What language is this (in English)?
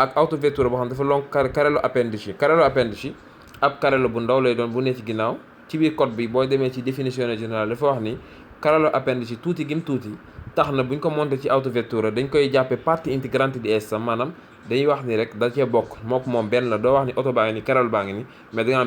Wolof